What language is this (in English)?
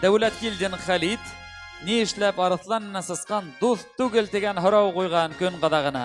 Bashkir